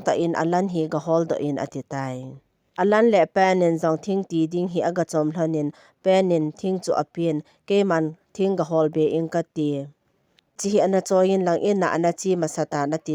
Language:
Thado Chin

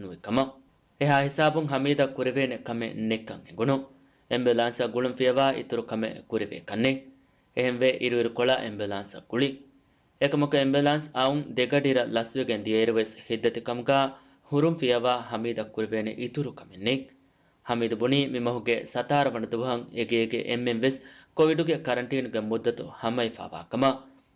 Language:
Divehi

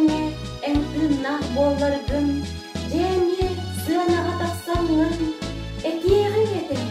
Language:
Yakut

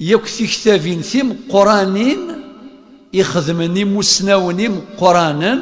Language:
Kabyle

